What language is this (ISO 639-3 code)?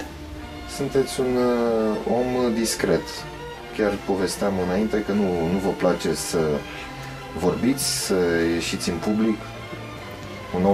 ron